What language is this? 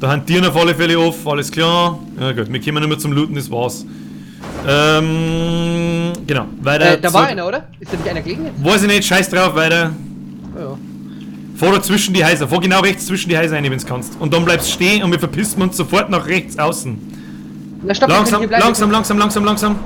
Bavarian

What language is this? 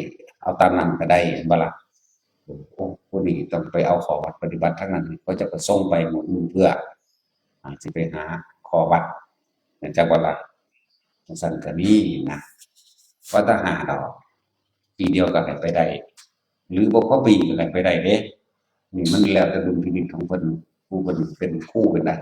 Northeastern Thai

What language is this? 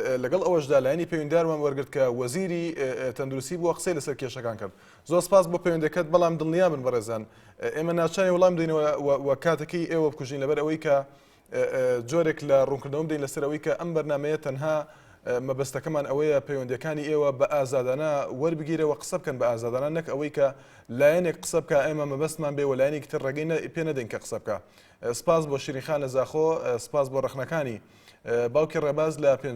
Central Kurdish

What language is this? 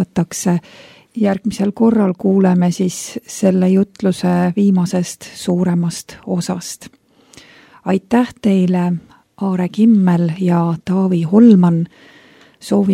Estonian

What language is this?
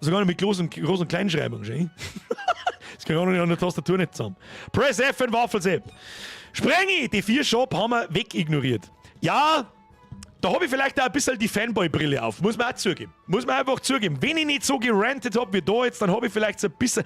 Bavarian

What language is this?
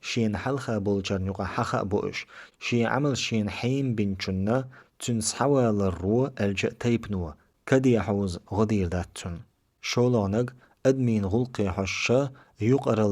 Chechen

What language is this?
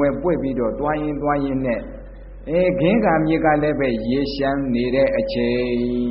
Burmese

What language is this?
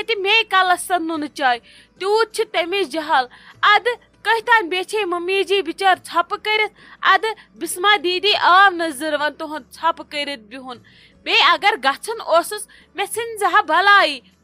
Kashmiri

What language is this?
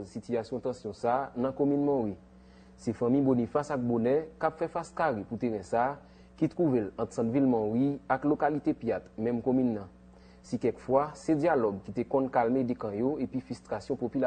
Haitian Creole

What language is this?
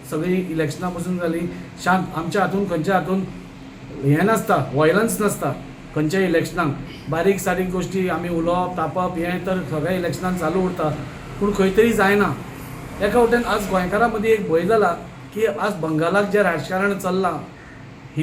Konkani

